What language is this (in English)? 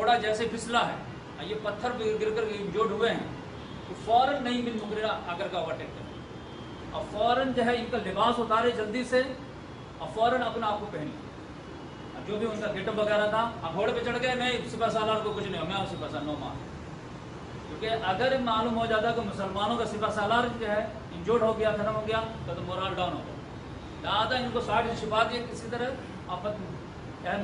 Urdu